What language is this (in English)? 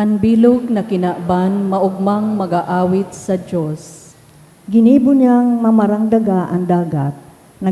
Bikol